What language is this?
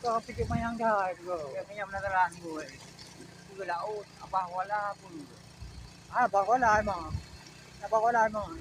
Achinese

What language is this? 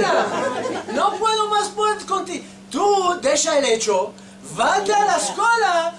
Ladino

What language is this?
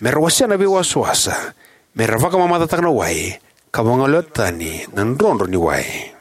Fijian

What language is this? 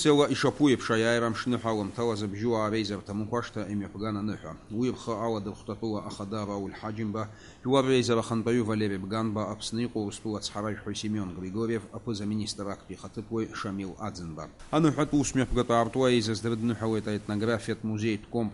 Abkhazian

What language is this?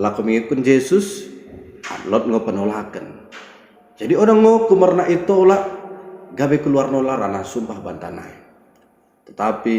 Batak Dairi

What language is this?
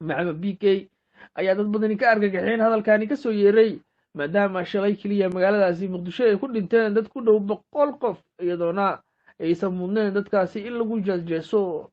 Somali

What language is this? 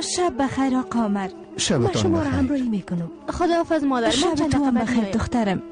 Persian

